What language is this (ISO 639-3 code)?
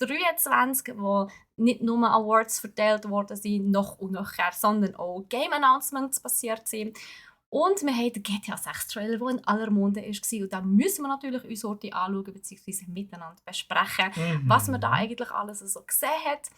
gsw